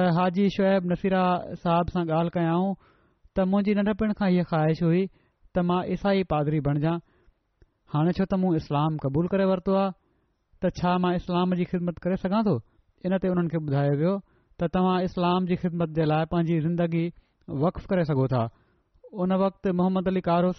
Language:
Sindhi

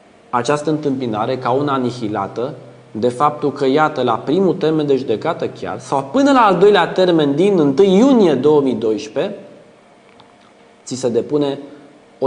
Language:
Romanian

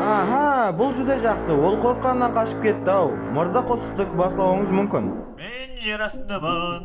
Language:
Kara-Kalpak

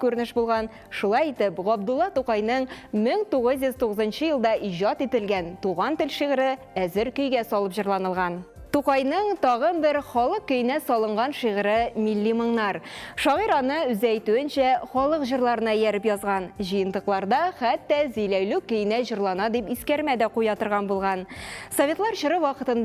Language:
Tatar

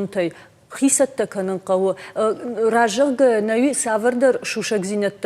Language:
Ossetic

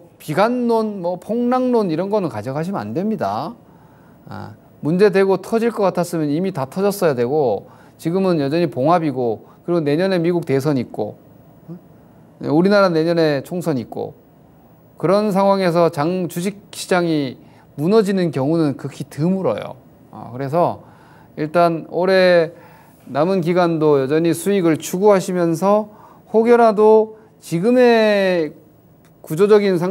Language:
Korean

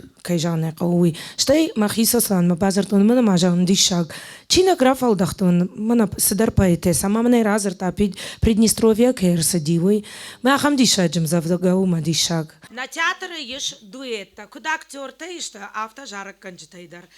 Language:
Ossetic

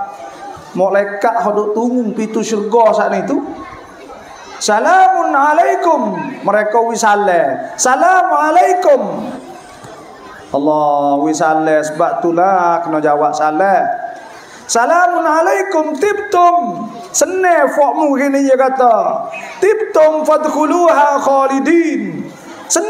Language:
Malay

